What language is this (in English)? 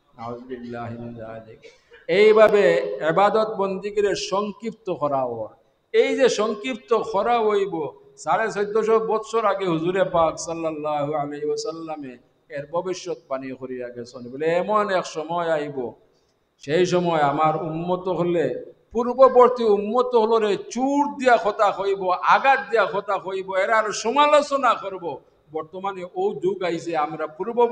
Sylheti